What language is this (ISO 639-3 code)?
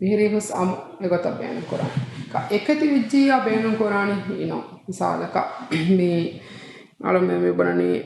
div